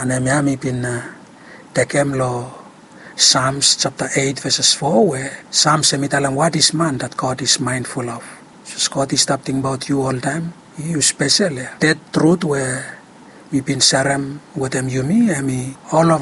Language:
Bislama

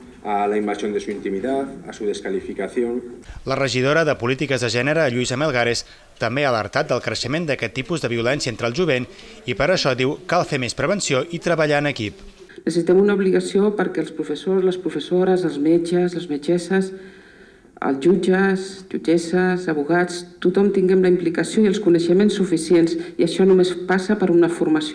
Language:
Catalan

